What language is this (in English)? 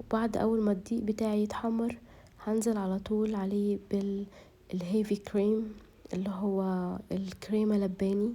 Egyptian Arabic